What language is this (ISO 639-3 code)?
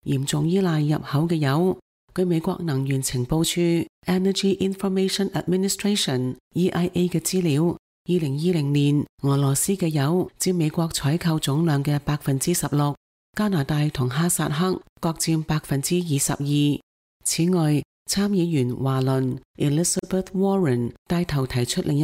yue